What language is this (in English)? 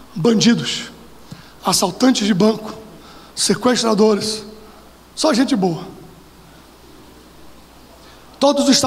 Portuguese